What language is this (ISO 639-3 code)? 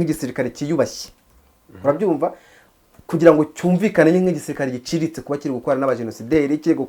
kin